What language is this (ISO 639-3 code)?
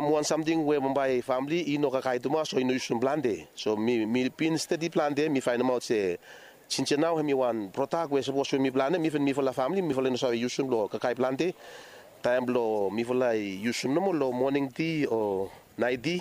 bis